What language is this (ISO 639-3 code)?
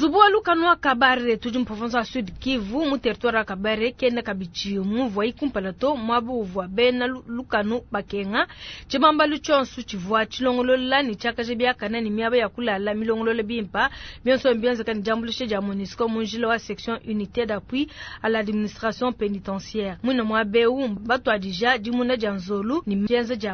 lua